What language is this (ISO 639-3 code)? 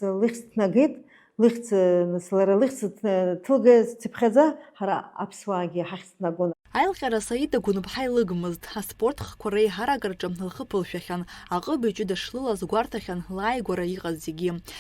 abk